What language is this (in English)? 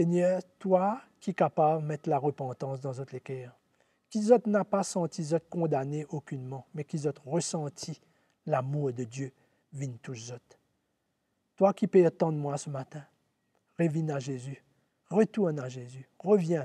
Morisyen